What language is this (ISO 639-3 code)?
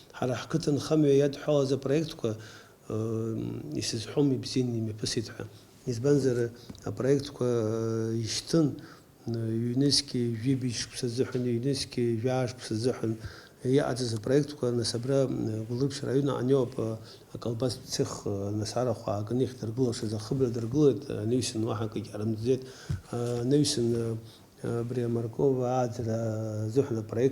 abk